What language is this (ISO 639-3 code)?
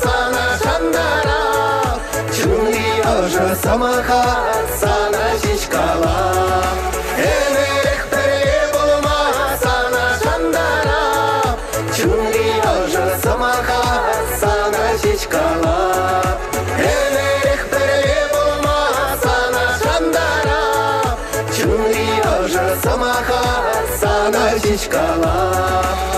chv